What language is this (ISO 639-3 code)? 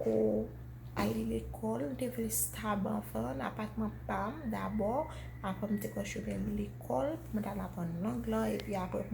hat